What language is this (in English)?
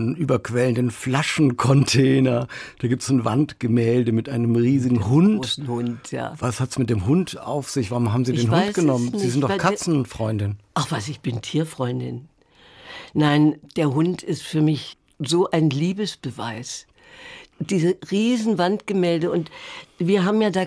German